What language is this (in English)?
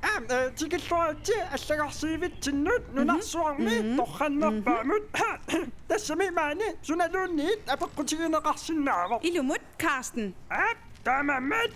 Kalaallisut